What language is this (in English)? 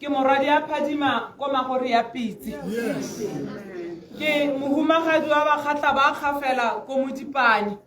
Tswana